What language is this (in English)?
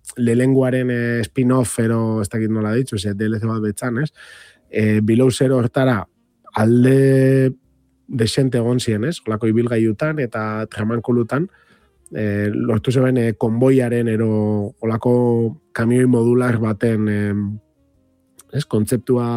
Basque